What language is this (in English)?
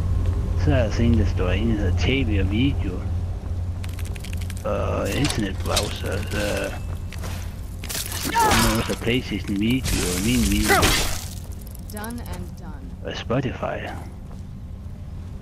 Danish